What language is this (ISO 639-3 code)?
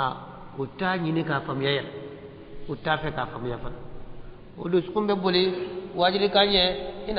bam